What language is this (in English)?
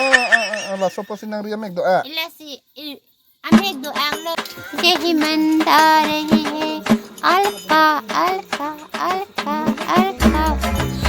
Karbi